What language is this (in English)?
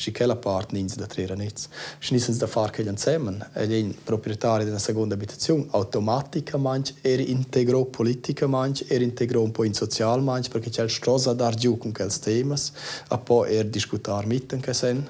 Romansh